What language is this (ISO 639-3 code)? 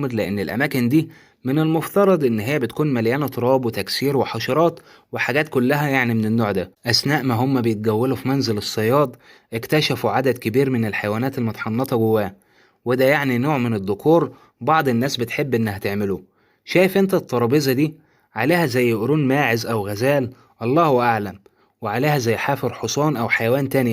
arz